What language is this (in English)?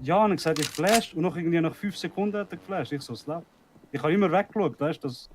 Swiss German